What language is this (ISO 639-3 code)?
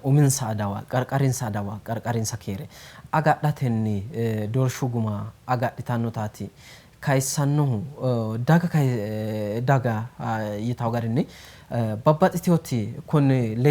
sid